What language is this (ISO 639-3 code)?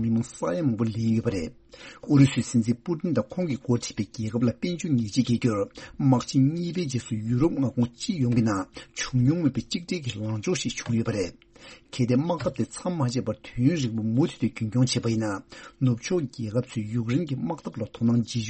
bod